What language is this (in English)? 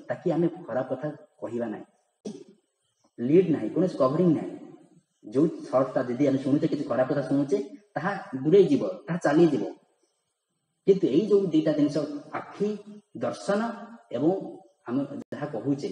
Odia